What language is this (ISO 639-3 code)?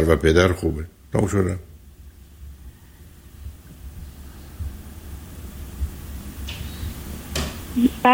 fas